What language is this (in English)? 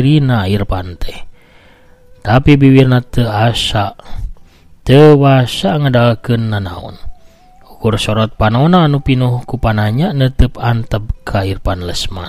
Sundanese